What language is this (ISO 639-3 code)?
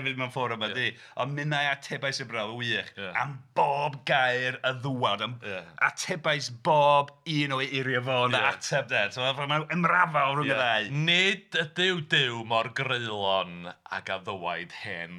cym